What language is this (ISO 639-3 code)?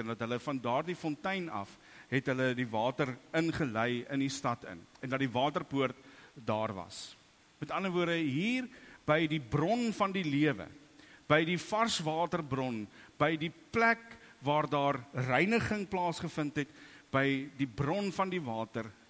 afr